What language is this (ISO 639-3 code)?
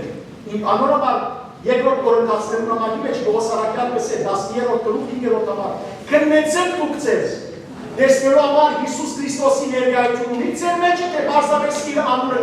hyw